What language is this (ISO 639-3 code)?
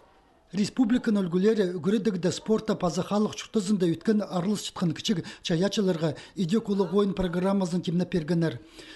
kjh